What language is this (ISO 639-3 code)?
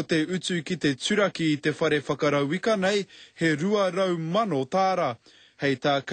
mri